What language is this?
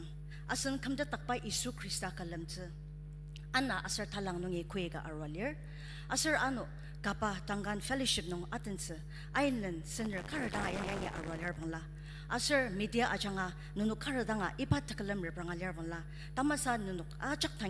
Ao Naga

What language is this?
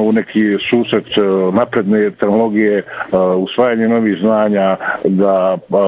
Bosnian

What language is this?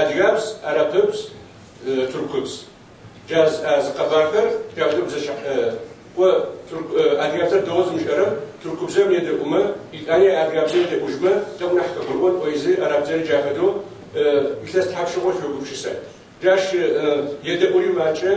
Kabardian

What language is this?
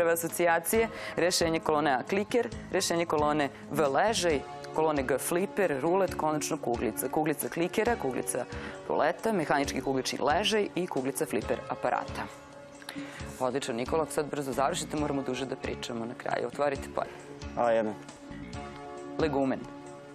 Serbian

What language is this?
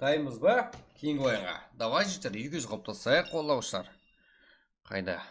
Kara-Kalpak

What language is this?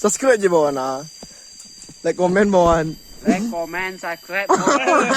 Minangkabau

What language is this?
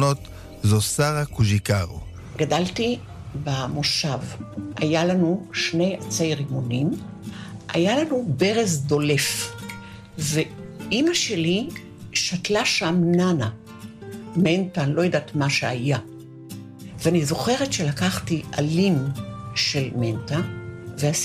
Hebrew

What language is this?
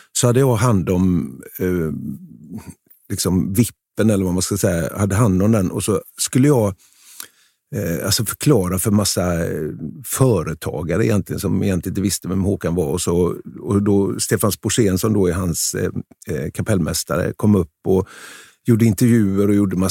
Swedish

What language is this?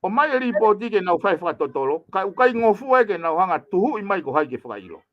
Tongan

